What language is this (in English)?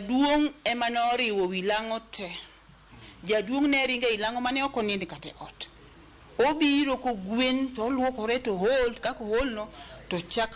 Luo (Kenya and Tanzania)